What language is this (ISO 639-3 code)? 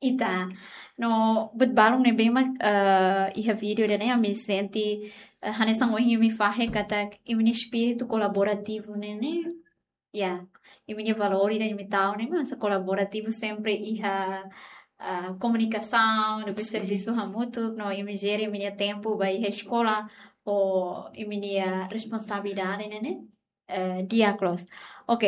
tet